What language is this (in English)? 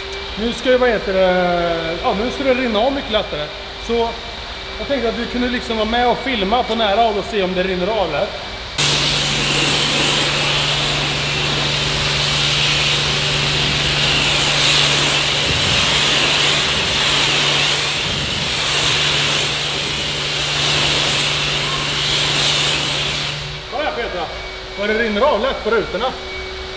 Swedish